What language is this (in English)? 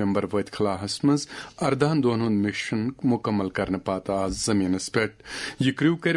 Kashmiri